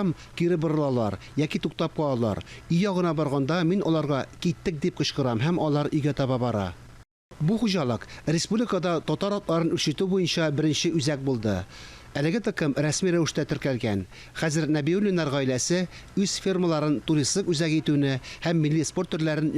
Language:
Tatar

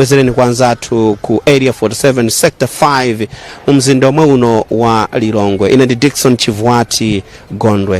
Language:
Nyanja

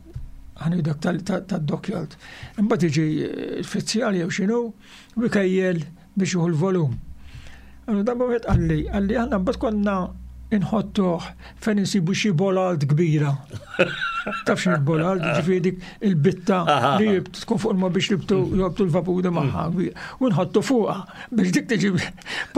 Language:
Maltese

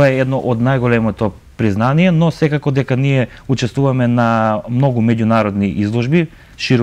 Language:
Macedonian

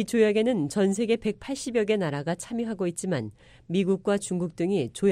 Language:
Korean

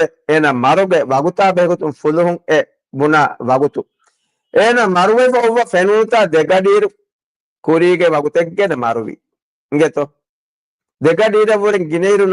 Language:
Divehi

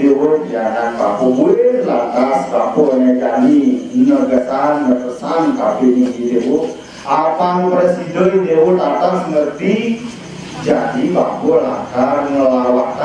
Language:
Balinese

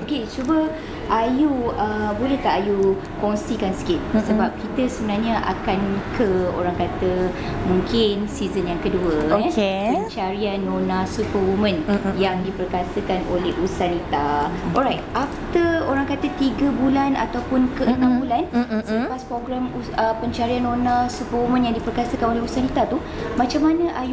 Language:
Malay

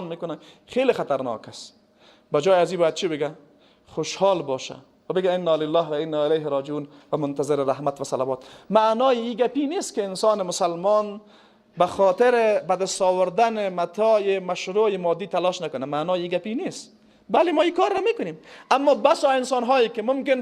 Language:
Persian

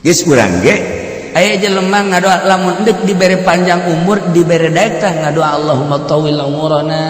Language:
Sundanese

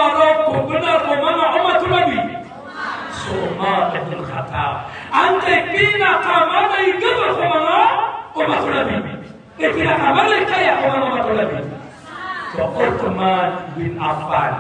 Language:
Maranao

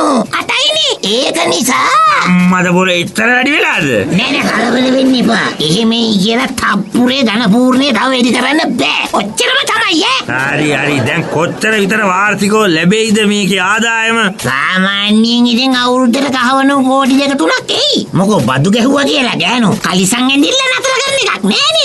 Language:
Sinhala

